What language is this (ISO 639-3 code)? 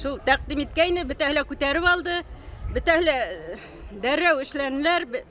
bak